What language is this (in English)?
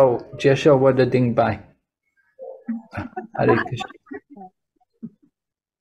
Chinese